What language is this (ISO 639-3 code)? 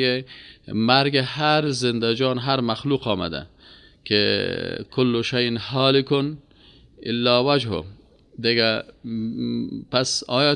fas